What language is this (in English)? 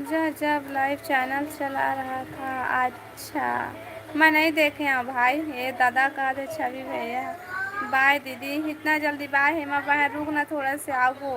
Chhattisgarhi